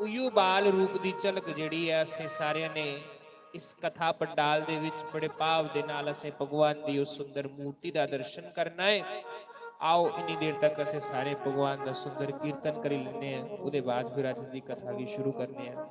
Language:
Dogri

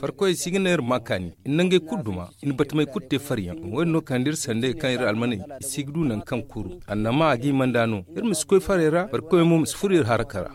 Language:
Zarma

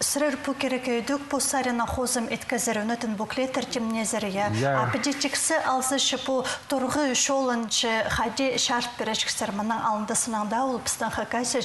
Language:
Khakas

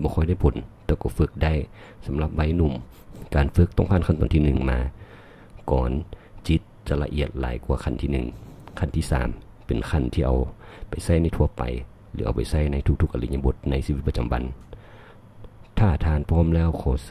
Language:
Thai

